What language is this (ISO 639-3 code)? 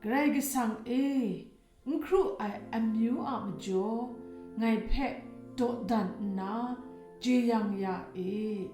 kac